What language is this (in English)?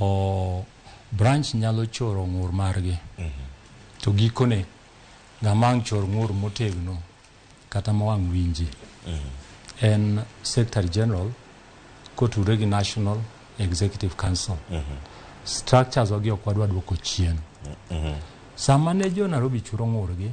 Luo (Kenya and Tanzania)